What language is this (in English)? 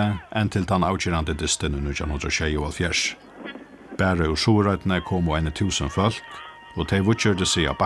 Faroese